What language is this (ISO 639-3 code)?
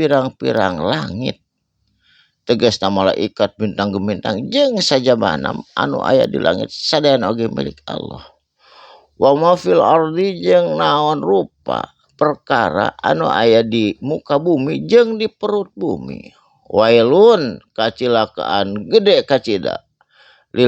sun